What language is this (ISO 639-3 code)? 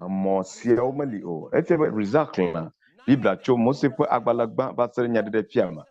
ewe